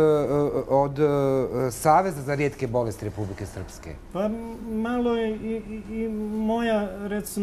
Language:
Bosnian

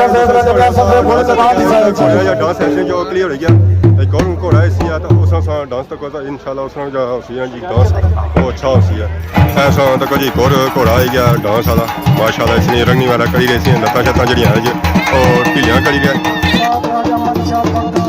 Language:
Pahari-Potwari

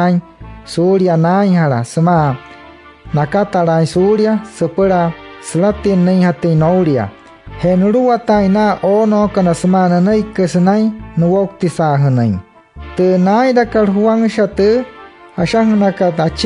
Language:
Wayuu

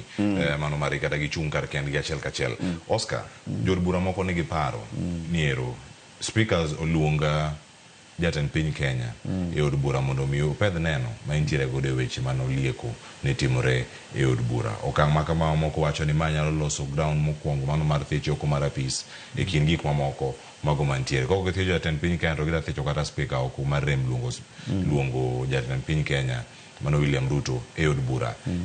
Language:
Luo (Kenya and Tanzania)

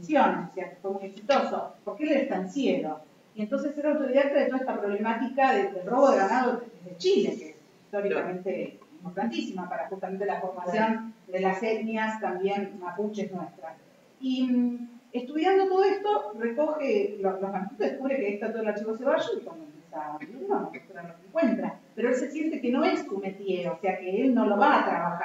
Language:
Spanish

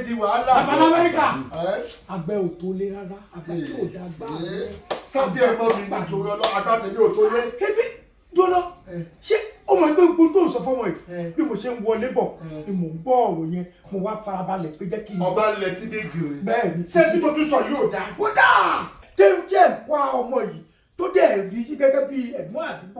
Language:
Yoruba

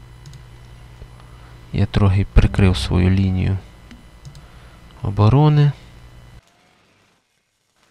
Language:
Ukrainian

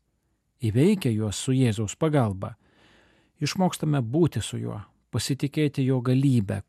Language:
Lithuanian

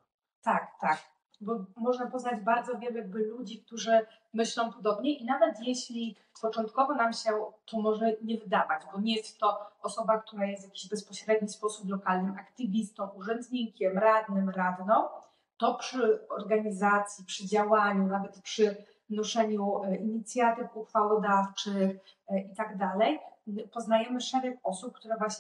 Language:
Polish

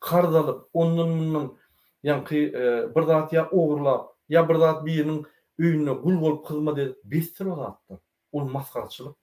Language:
Turkmen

